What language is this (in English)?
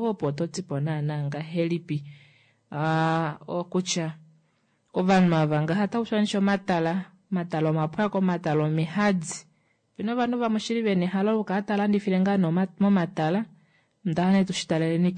Kuanyama